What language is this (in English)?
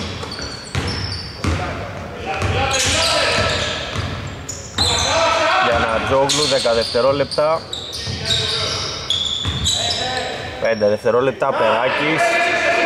Greek